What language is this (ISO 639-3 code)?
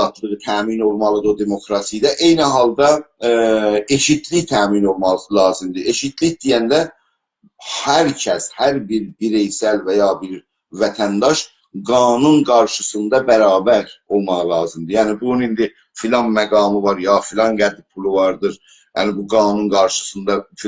azb